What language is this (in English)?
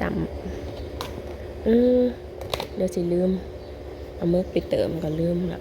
Northeastern Thai